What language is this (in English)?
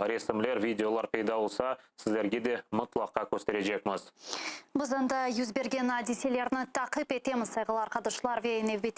Crimean Tatar